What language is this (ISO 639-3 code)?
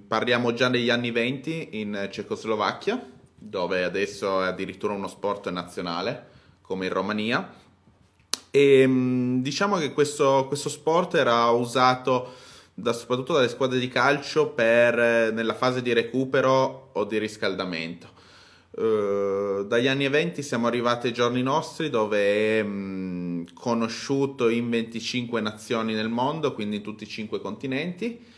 ita